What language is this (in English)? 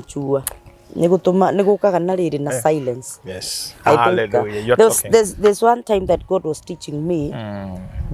Kikuyu